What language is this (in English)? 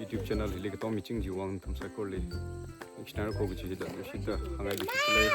Tangkhul Naga (India)